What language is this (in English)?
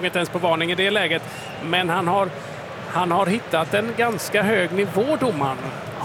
Swedish